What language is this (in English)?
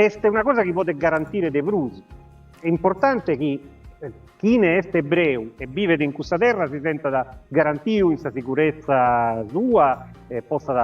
Sardinian